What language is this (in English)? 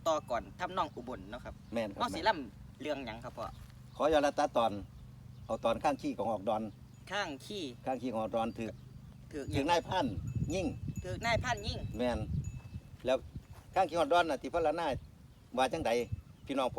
Northeastern Thai